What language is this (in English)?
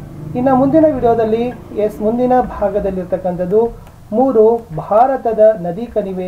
Kannada